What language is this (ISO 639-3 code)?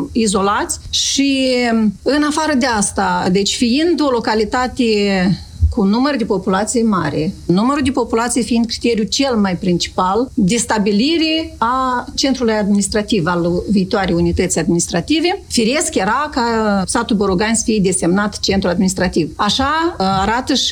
ron